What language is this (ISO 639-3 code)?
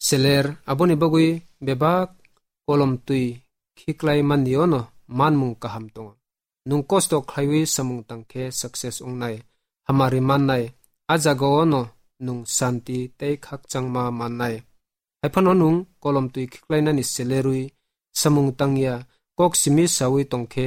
trp